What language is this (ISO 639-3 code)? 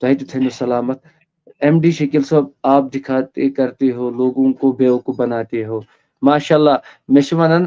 kas